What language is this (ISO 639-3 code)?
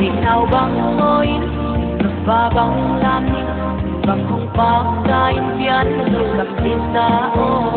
pck